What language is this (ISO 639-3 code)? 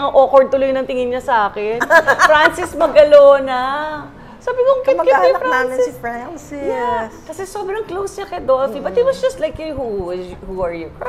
fil